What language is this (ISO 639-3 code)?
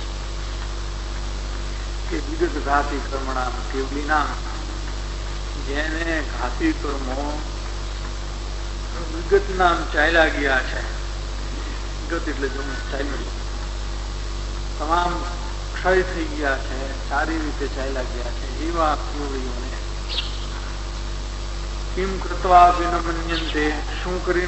guj